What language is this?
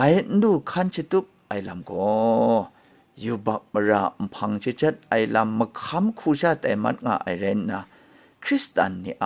Kachin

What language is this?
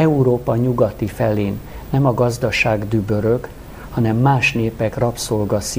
Hungarian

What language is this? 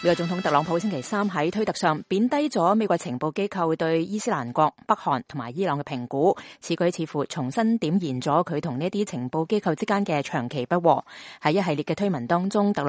Cantonese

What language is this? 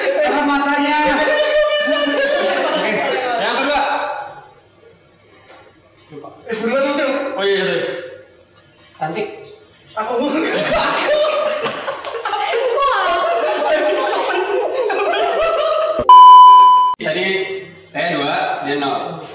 Indonesian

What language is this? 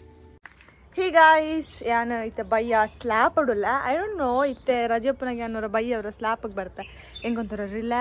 Tulu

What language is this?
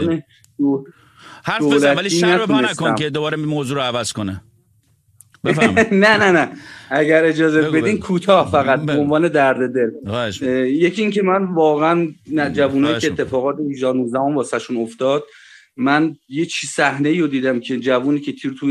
Persian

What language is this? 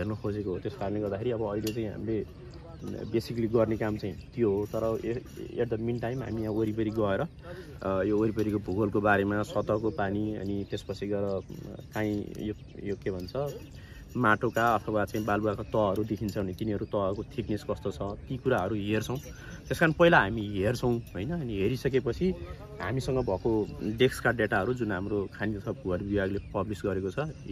Nepali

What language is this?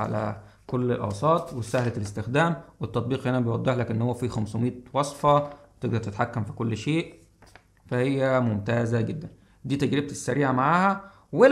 Egyptian Arabic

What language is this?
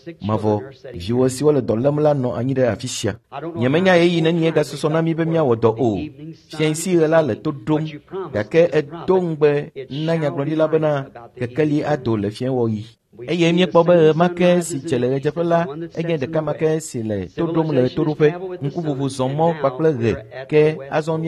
Ewe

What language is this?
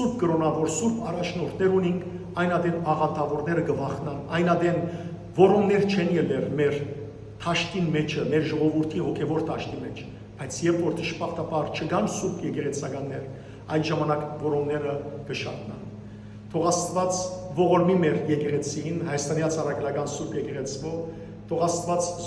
Western Armenian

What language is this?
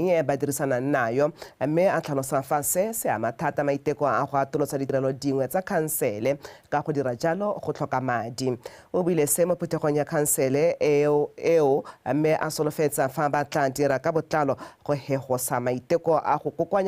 Tswana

